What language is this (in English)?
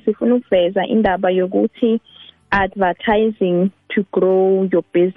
South Ndebele